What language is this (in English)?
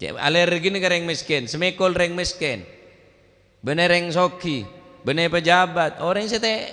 Madurese